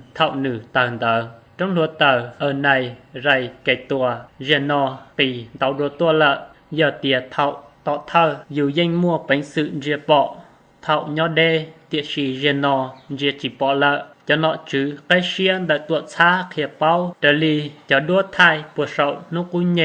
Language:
Hmong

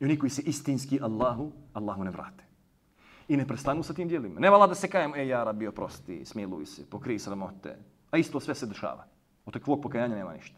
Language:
Bosnian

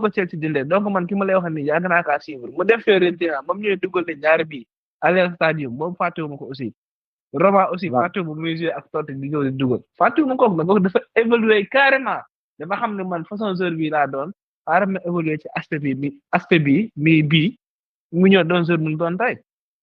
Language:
Wolof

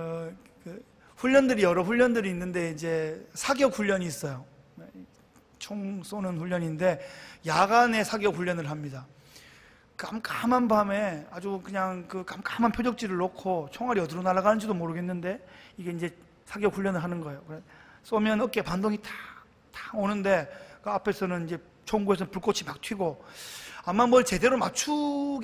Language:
Korean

